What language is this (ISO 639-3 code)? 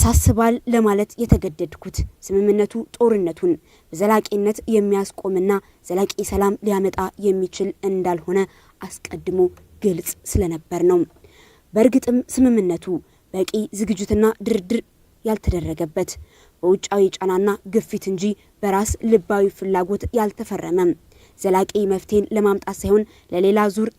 amh